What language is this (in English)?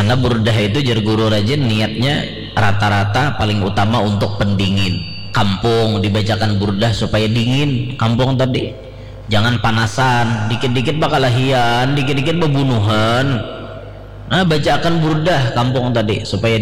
Banjar